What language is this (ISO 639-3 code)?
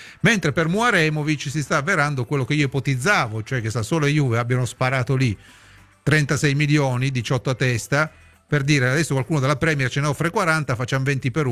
ita